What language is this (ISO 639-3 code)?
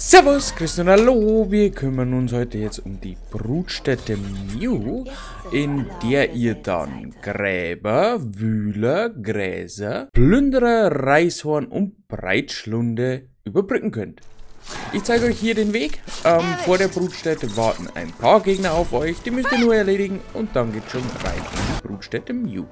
bar